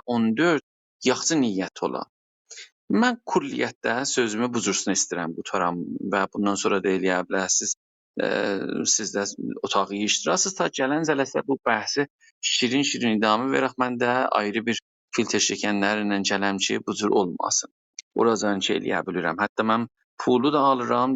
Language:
South Azerbaijani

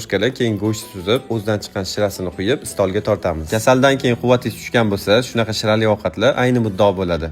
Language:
Uzbek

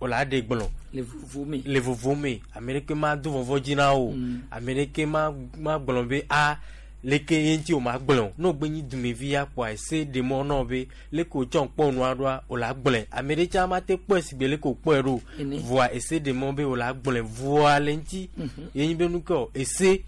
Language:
Gen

